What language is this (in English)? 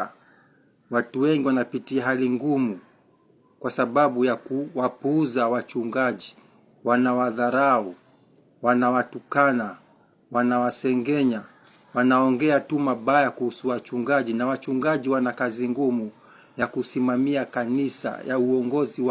Swahili